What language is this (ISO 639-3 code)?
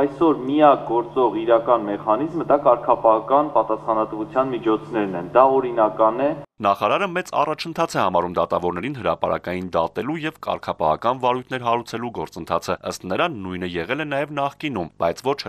hye